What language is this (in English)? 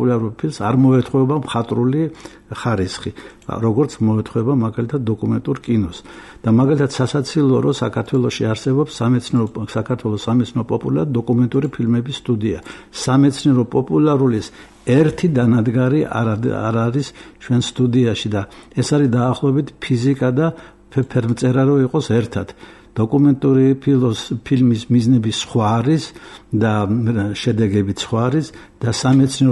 Georgian